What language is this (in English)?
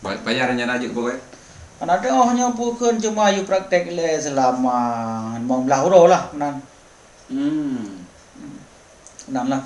Achinese